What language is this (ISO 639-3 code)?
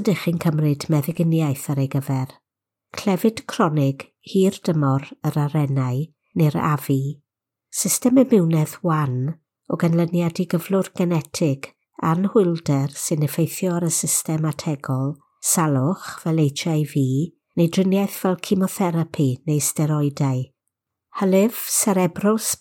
cym